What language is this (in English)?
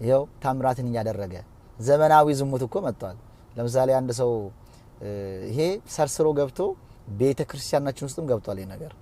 Amharic